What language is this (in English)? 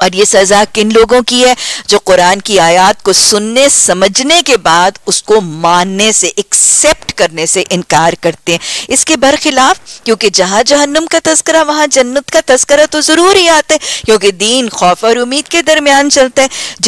Urdu